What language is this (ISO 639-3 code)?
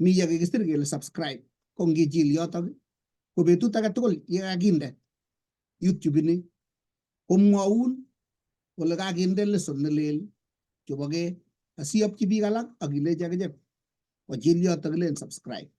kln